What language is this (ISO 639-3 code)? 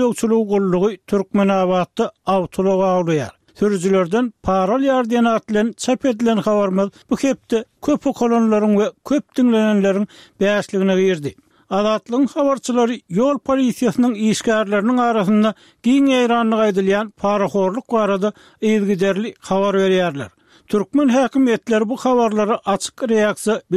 tuk